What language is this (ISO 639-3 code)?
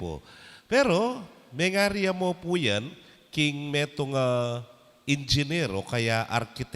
pam